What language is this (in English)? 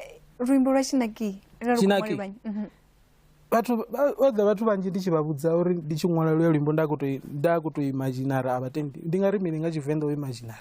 Venda